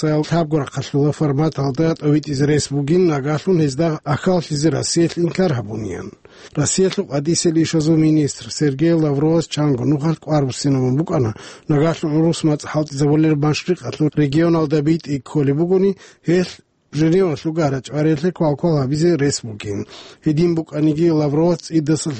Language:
Avaric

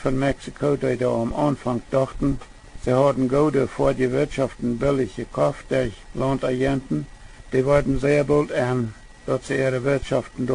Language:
Plautdietsch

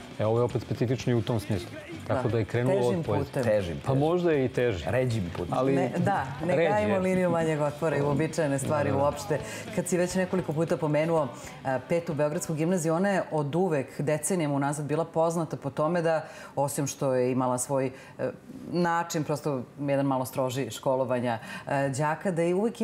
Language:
Serbian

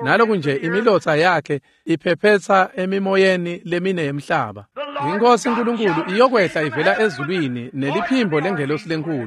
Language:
Swati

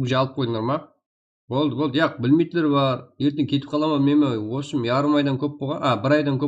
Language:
Kara-Kalpak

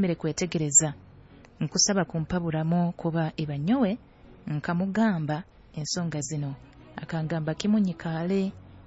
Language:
Nyoro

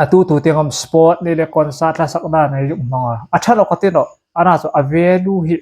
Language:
Hmar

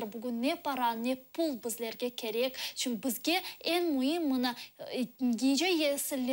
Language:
Crimean Tatar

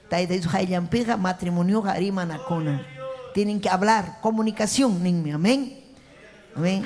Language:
Ayacucho Quechua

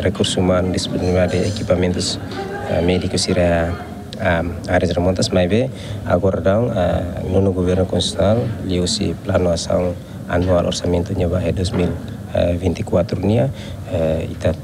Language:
Tetum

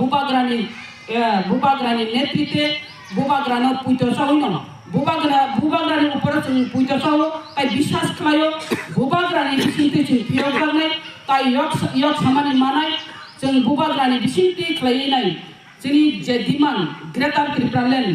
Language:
Kok Borok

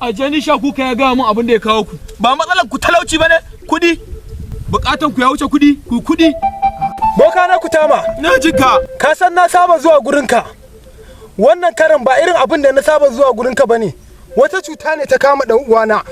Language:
Hausa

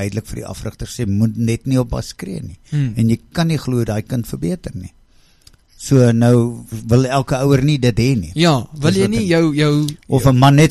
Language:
Afrikaans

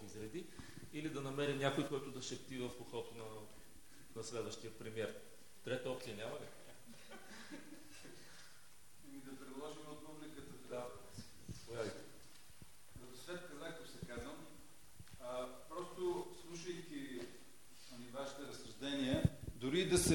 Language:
Bulgarian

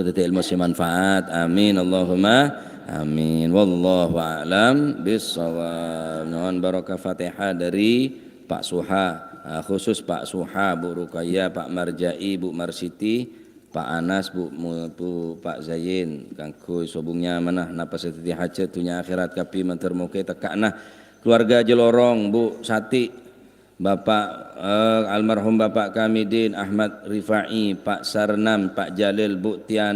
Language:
Madurese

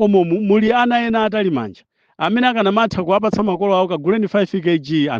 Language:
Nyanja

